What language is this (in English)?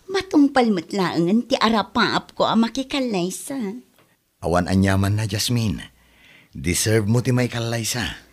Iloko